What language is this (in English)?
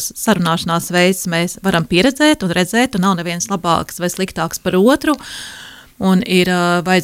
Latvian